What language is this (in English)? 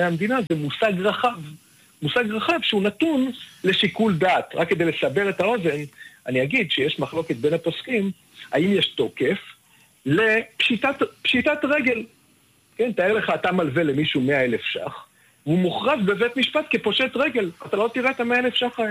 Hebrew